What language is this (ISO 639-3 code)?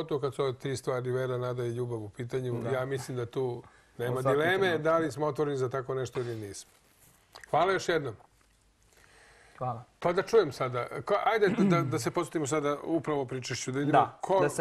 srp